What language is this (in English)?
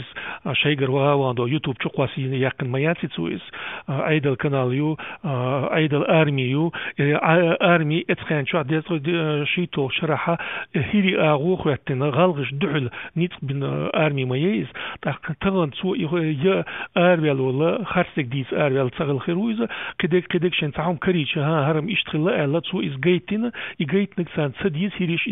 Chechen